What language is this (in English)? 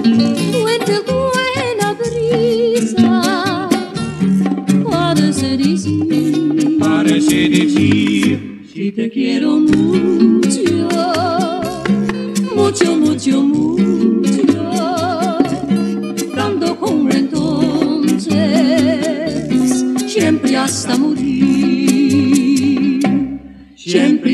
Spanish